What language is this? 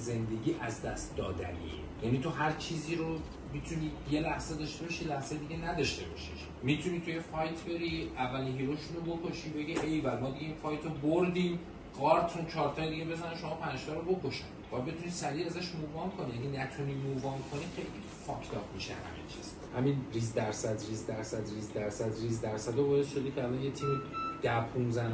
Persian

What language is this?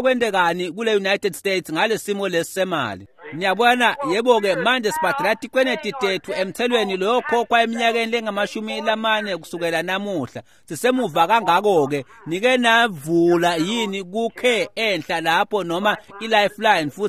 Swati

